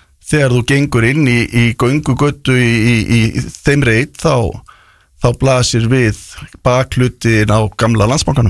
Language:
Icelandic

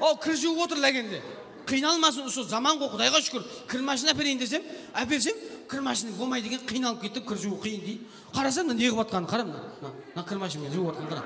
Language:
Kara-Kalpak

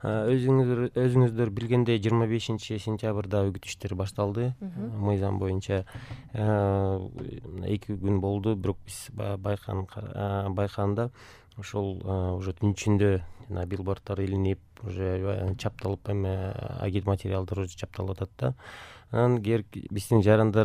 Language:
Kyrgyz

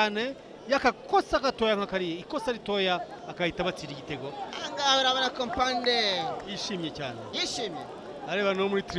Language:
Kinyarwanda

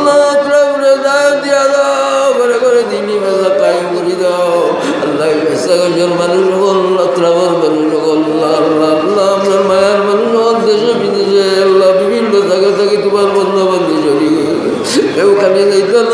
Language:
Sylheti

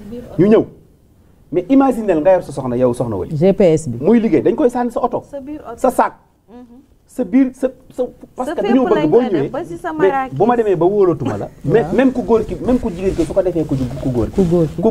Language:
Wolof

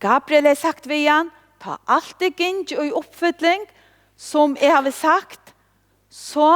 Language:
Faroese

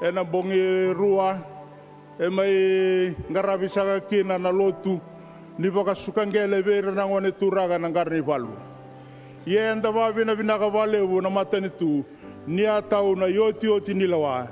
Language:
Fijian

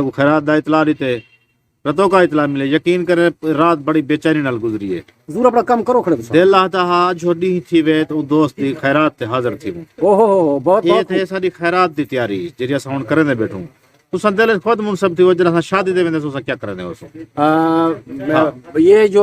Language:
Saraiki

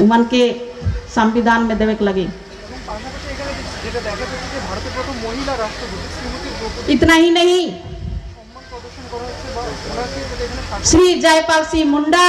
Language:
Sadri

